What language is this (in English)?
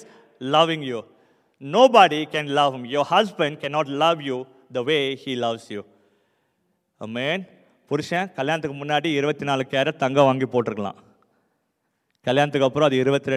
Tamil